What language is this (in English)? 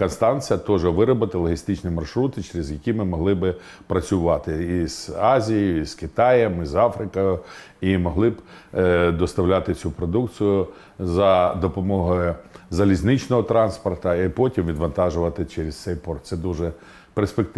Ukrainian